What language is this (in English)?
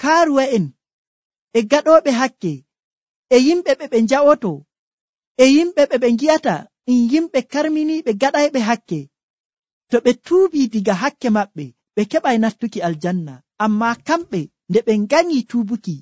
Nigerian Fulfulde